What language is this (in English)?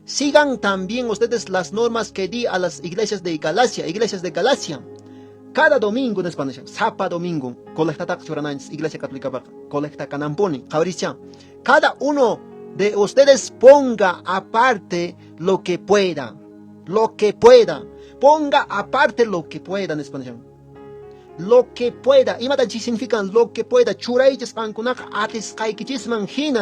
Quechua